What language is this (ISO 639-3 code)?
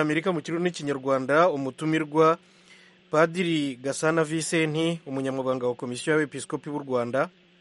run